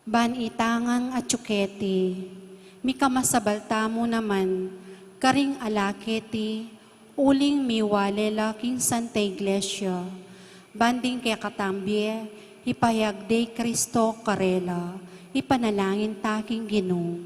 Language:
Pampanga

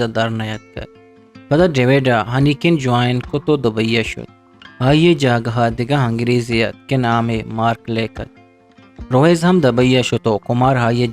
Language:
Eastern Balochi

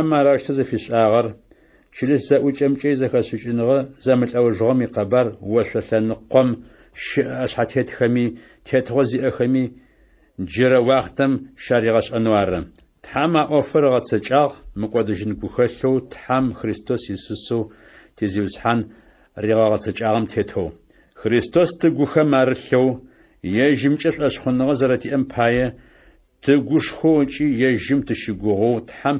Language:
Adyghe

